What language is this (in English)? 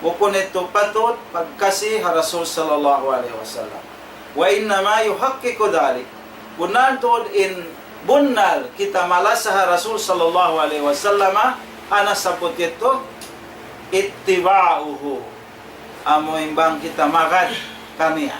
Tausug